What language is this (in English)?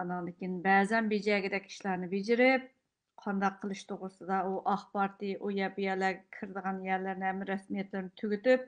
Uyghur